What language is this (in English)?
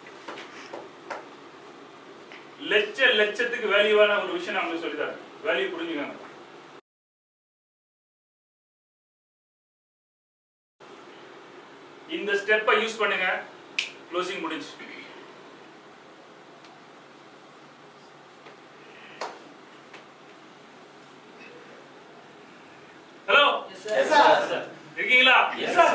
Tamil